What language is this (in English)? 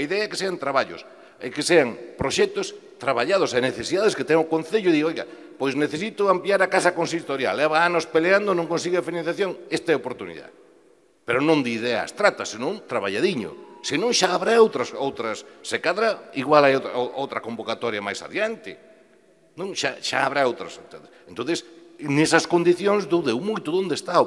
Galician